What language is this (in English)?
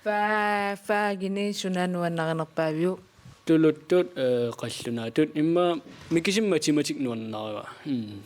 Kalaallisut